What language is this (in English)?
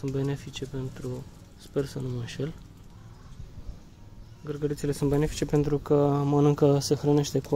Romanian